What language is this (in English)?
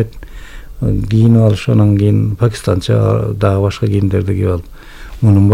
Kyrgyz